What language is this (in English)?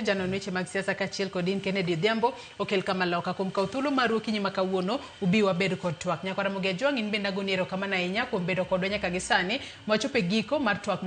Luo (Kenya and Tanzania)